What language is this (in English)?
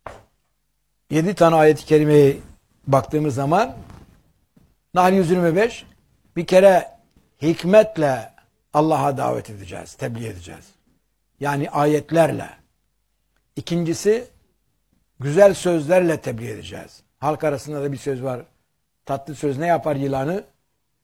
Turkish